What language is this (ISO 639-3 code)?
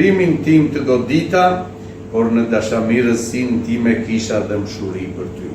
sqi